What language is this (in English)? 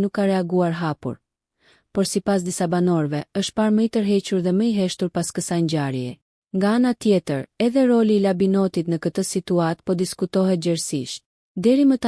Albanian